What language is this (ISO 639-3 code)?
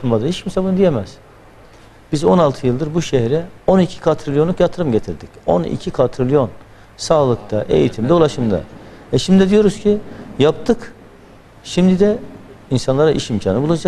tur